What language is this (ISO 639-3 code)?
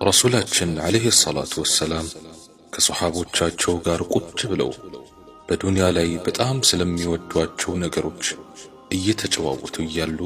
amh